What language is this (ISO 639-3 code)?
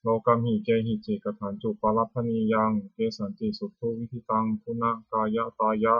pli